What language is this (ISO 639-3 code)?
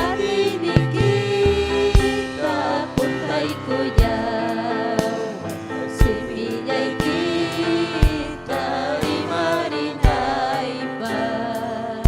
quy